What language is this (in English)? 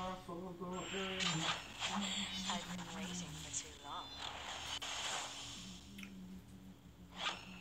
Swedish